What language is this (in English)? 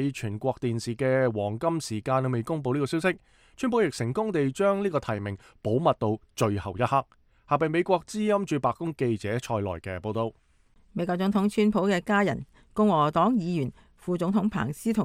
Cantonese